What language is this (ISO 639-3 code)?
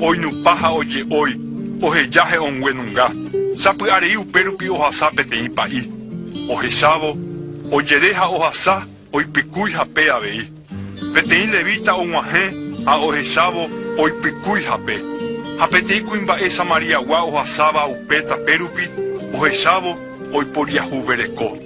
grn